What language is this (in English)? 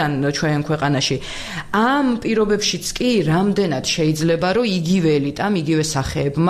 Georgian